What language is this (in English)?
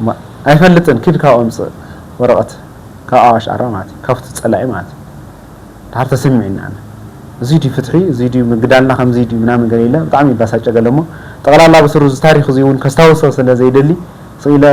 Tigrinya